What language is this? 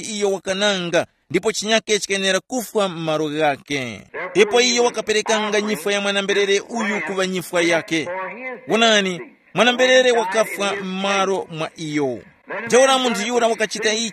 Tumbuka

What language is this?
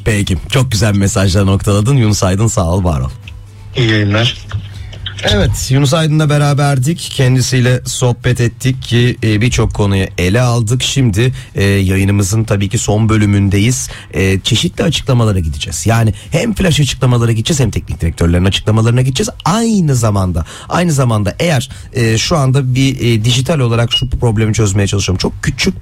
Turkish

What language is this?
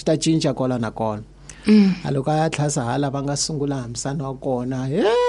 Tsonga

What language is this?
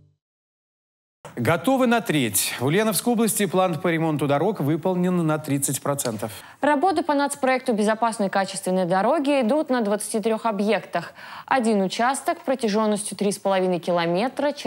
Russian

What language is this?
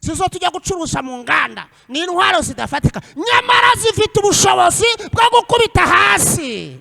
Kinyarwanda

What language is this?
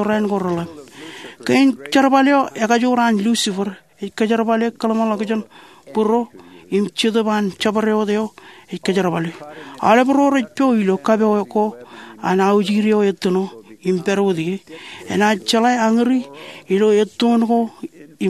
Marshallese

